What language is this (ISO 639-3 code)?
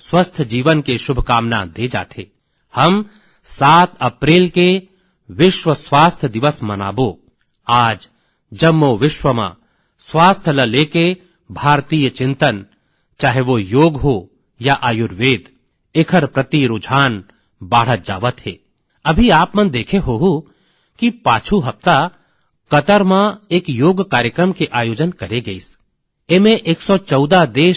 hne